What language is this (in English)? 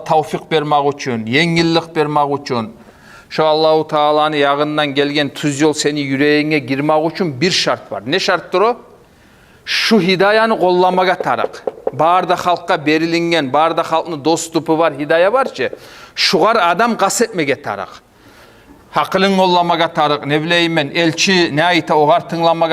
Kumyk